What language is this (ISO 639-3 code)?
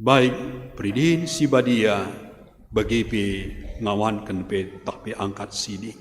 btx